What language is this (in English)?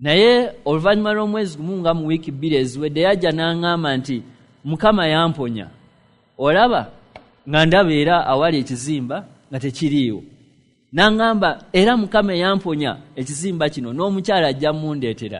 Ganda